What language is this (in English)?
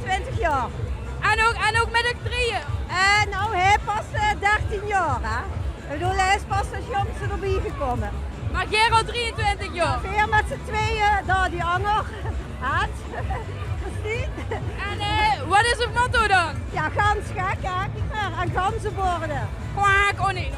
Limburgish